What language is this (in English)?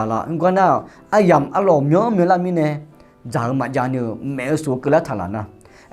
Akha